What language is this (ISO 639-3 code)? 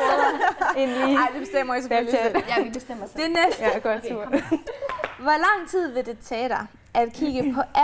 dan